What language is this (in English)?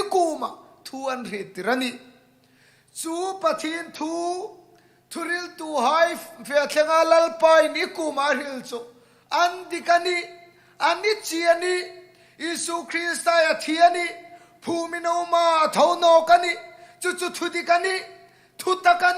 Hmar